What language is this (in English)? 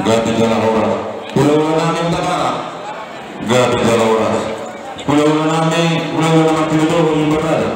Batak Toba